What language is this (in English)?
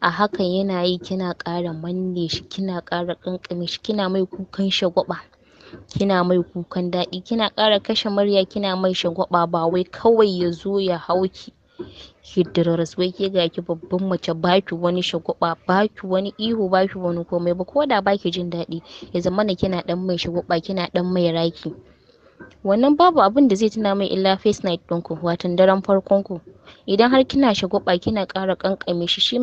Hausa